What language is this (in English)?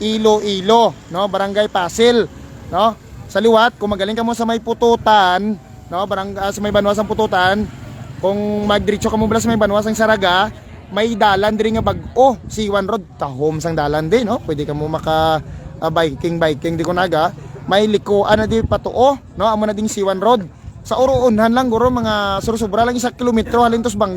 Hiligaynon